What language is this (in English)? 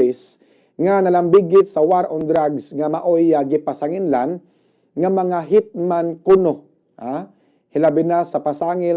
Cebuano